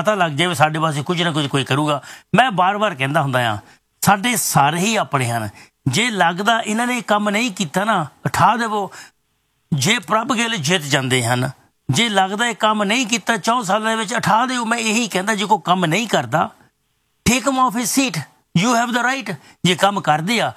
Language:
Punjabi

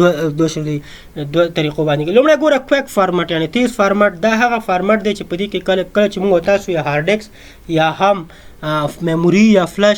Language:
Pashto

